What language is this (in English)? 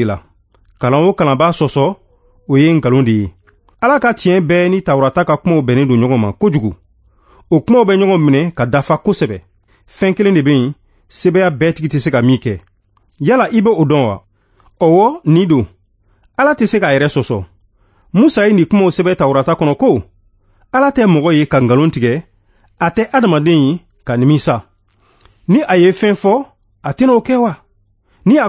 Bambara